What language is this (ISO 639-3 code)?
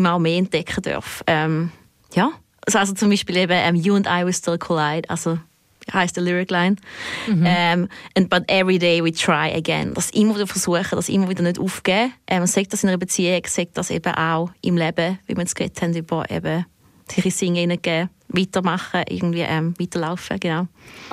deu